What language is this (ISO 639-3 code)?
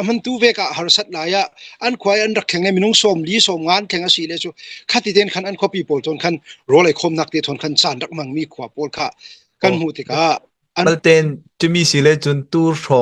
cnh